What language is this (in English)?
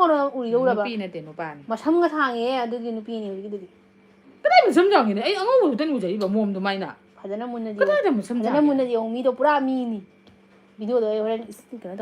Manipuri